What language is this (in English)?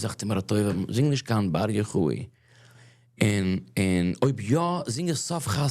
Yiddish